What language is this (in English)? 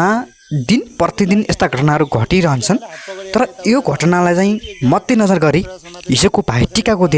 Nepali